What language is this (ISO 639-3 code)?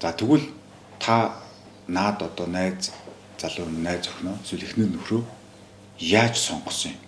mon